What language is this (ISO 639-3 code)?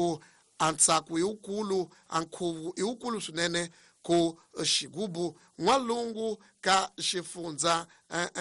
tso